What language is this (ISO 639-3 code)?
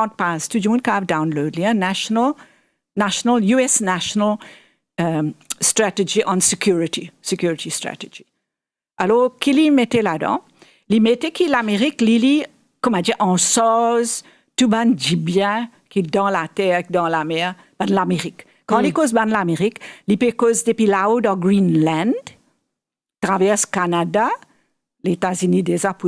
mfe